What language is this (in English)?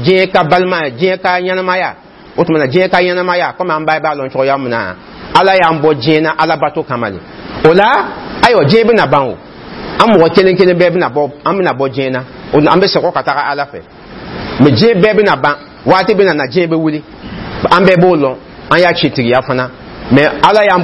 Dyula